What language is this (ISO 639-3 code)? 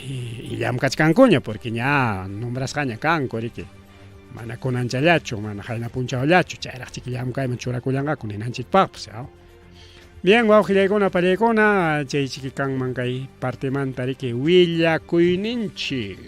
quy